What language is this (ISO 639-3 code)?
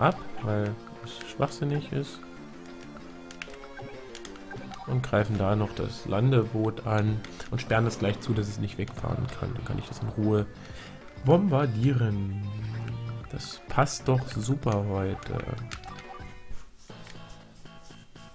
deu